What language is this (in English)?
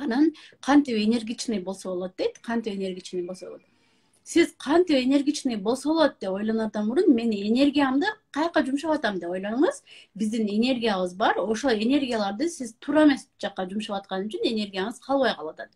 Kyrgyz